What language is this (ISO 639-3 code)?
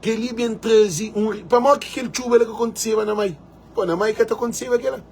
kea